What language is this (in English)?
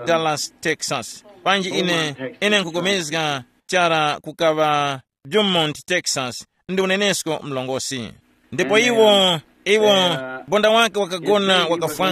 Tumbuka